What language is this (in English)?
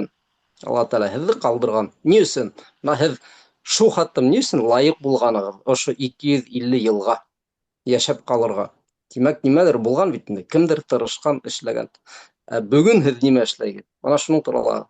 Bashkir